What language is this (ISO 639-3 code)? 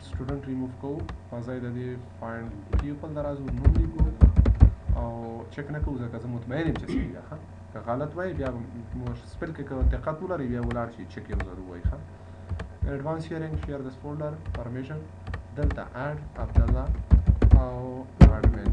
pus